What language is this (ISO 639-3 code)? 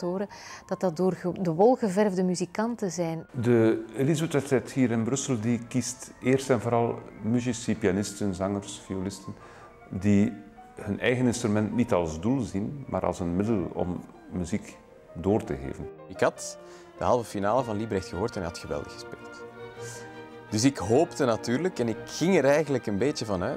nld